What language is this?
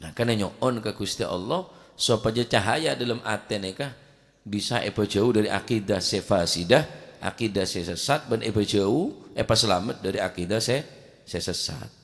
Madurese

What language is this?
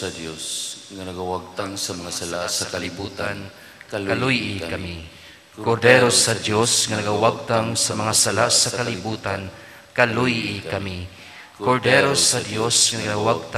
Cebuano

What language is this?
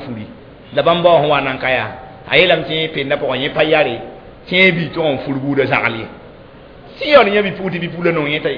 Mossi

